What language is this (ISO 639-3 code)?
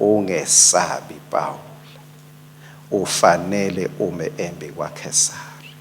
ssw